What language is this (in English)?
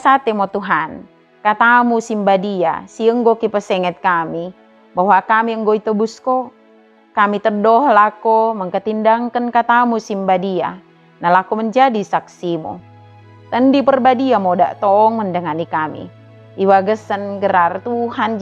Batak Dairi